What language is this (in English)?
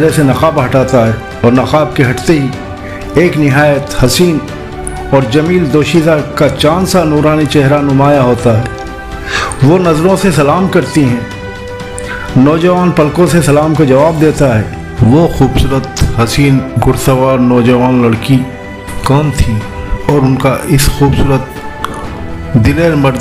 Urdu